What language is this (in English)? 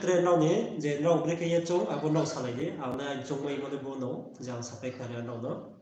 Riang (India)